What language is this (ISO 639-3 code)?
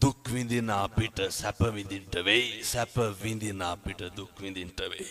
sin